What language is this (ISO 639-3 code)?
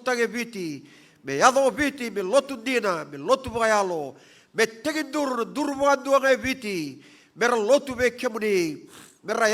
fij